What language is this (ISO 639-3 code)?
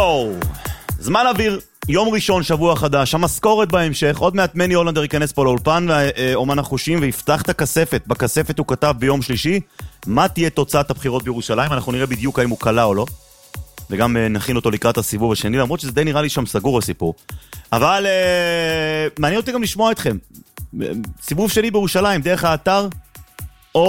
heb